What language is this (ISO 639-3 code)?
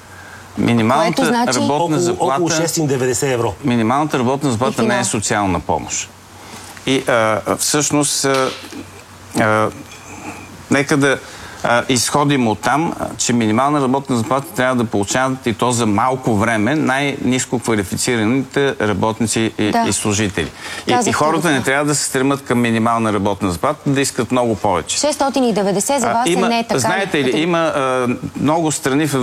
bul